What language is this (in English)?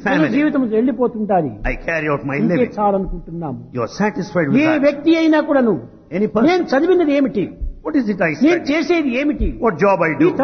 Telugu